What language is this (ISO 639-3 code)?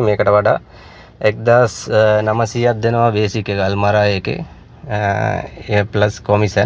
sin